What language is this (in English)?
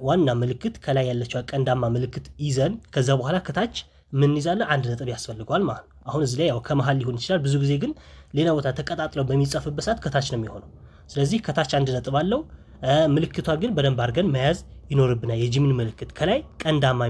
Amharic